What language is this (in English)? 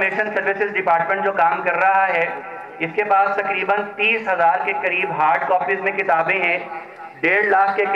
Urdu